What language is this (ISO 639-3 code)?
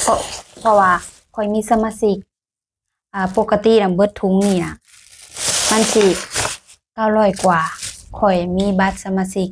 lao